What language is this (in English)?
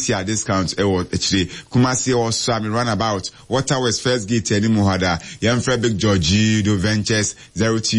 Akan